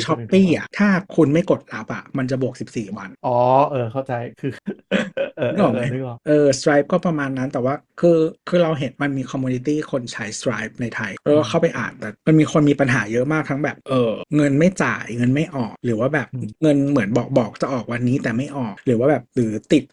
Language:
Thai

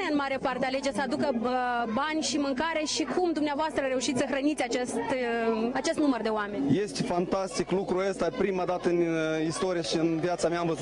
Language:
Romanian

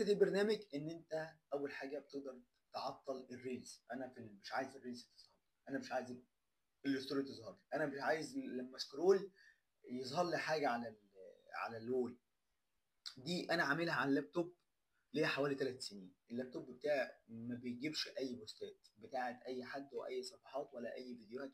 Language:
Egyptian Arabic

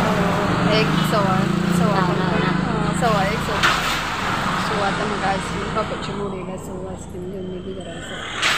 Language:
Konkani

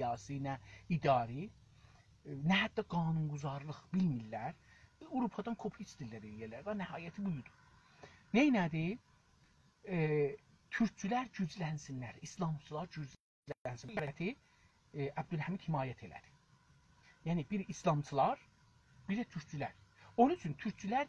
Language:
South Azerbaijani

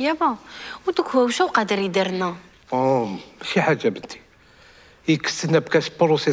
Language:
Algerian Arabic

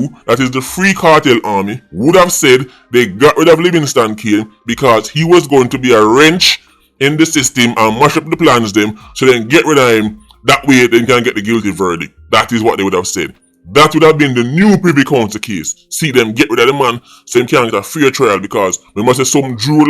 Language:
Jamaican Creole English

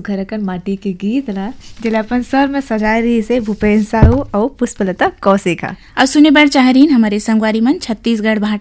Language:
Chhattisgarhi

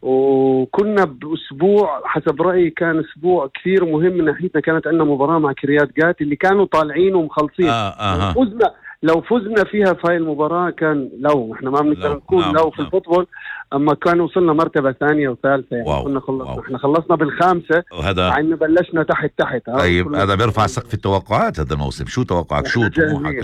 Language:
North Levantine Arabic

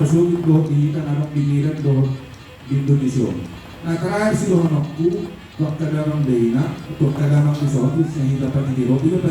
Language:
Batak Toba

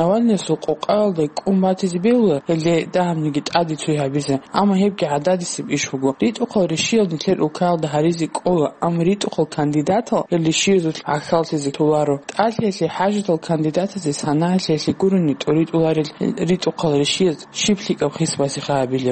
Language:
Avaric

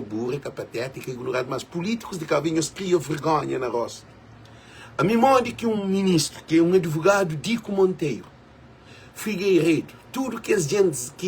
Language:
Kabuverdianu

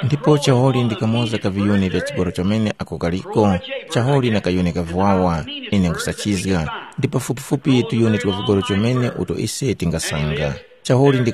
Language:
Tumbuka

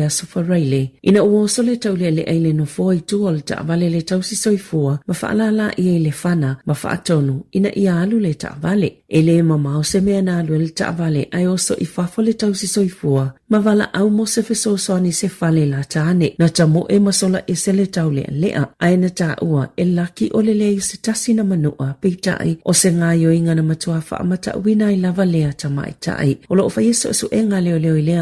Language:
Samoan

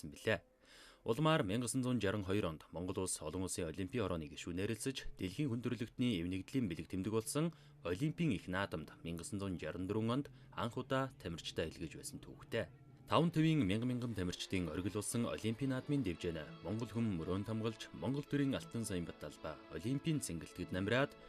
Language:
Mongolian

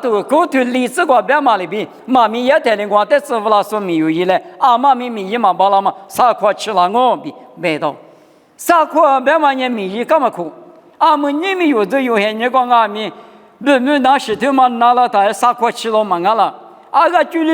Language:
Lisu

